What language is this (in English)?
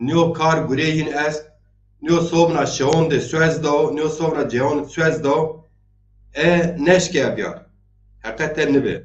Zaza